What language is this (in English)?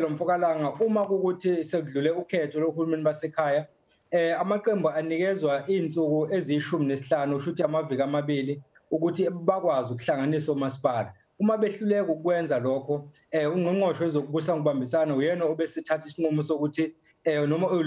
Zulu